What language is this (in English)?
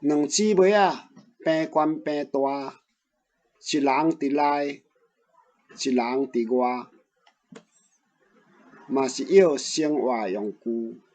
Min Nan Chinese